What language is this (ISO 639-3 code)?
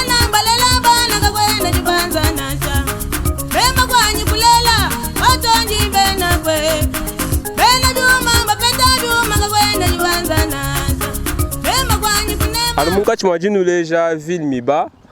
lua